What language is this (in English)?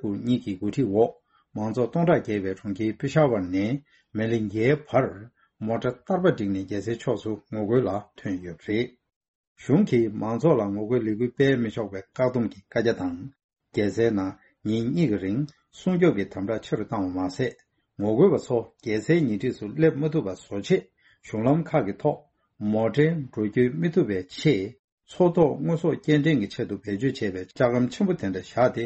Tibetan